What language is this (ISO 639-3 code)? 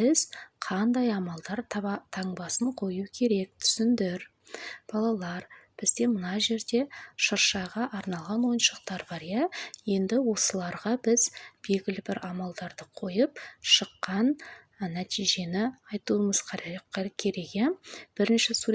kaz